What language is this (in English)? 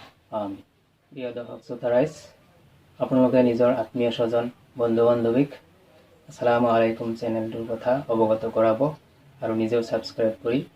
Assamese